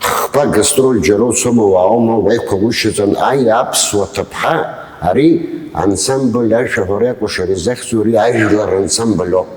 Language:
Abkhazian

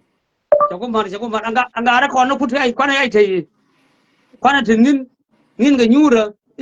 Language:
Nuer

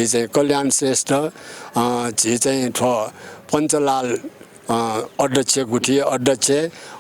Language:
Newari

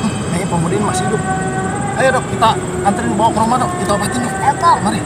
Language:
Betawi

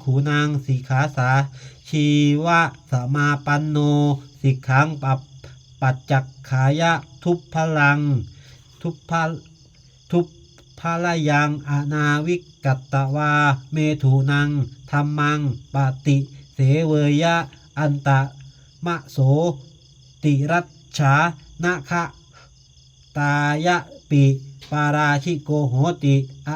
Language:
Pali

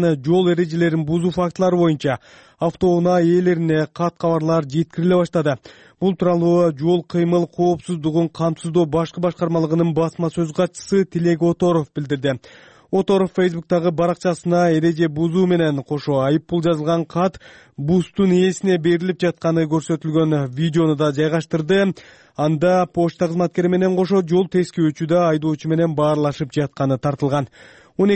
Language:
Kyrgyz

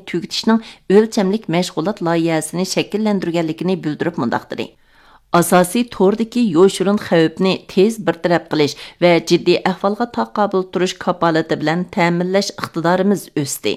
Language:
Uyghur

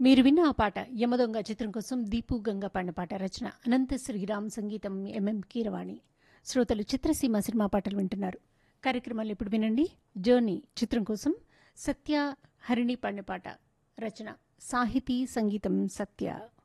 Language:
Telugu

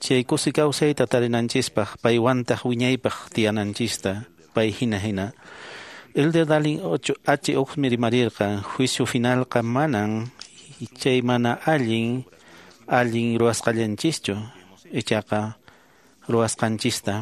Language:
Quechua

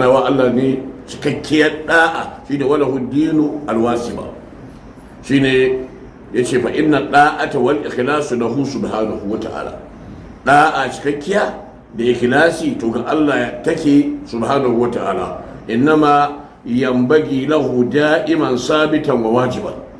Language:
Hausa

